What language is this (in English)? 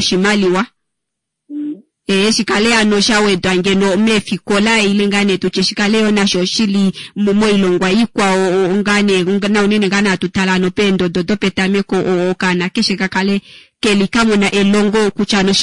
Kuanyama